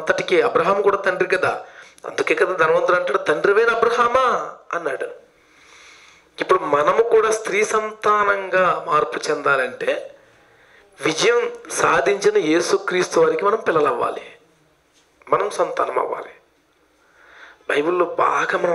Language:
Telugu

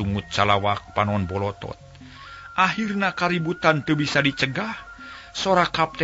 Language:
Sundanese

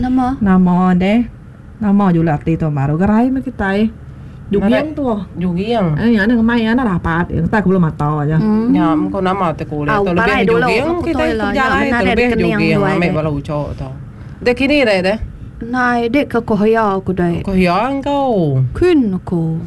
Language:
Iban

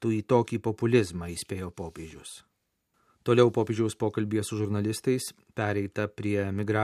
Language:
Lithuanian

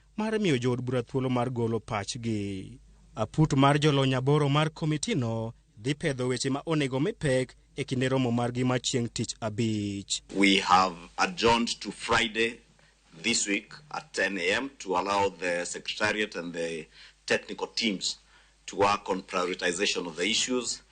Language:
Luo (Kenya and Tanzania)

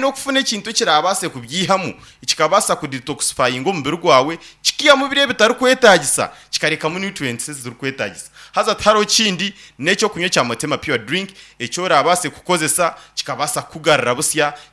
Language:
Nyankole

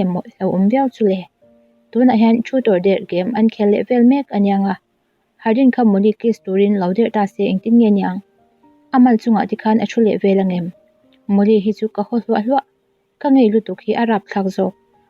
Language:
Mizo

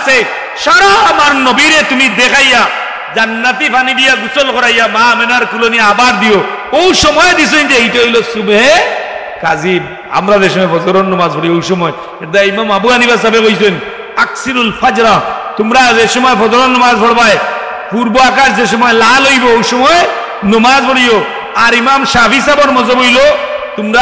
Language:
Sylheti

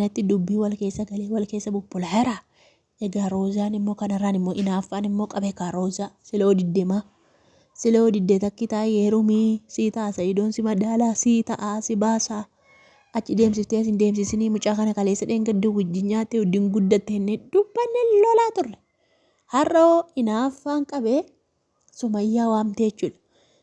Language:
Oromo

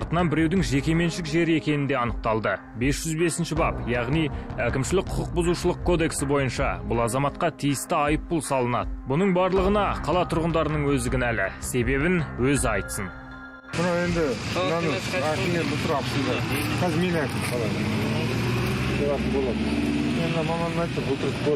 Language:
Kazakh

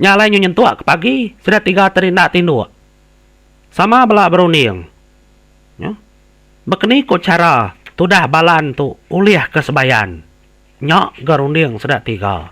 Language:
Iban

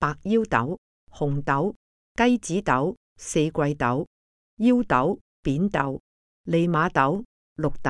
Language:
Cantonese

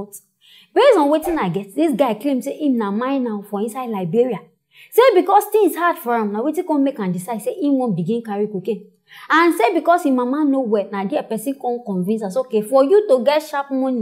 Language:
Nigerian Pidgin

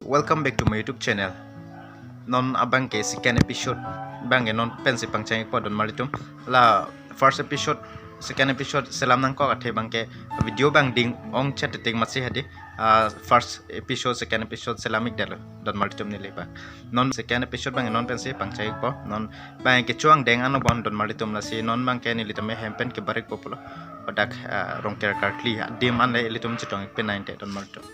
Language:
Karbi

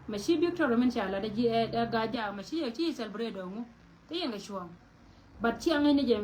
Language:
Nuer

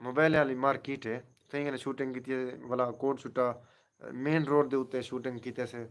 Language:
Saraiki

